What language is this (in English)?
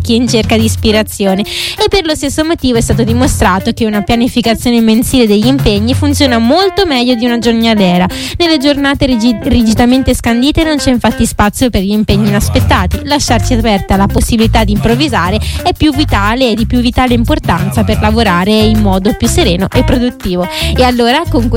Italian